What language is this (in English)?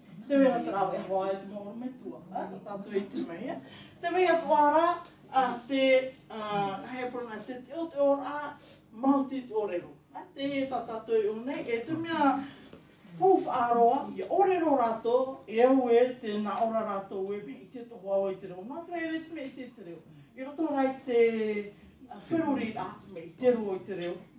Tahitian